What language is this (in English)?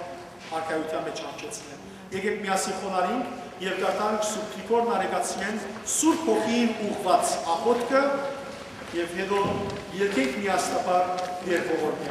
Western Armenian